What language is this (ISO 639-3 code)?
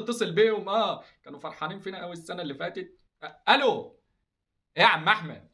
arz